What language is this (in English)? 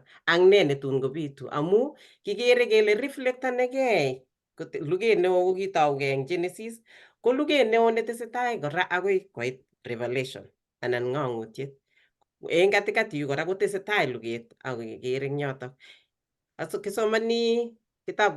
Kalenjin